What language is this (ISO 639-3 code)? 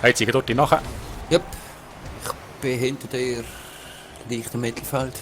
gsw